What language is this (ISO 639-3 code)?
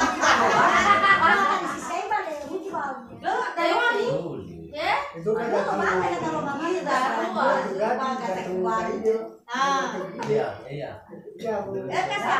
nia